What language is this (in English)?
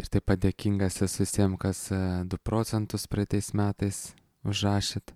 Lithuanian